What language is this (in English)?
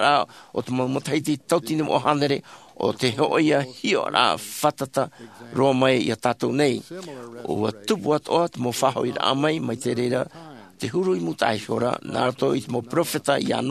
Tahitian